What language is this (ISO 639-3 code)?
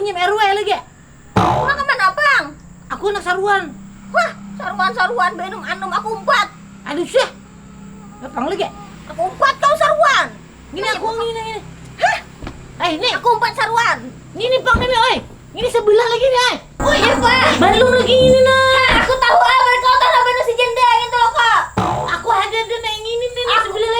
bjn